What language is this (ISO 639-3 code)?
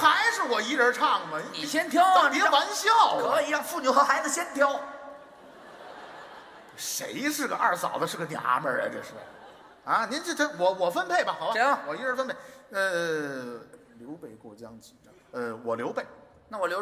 zho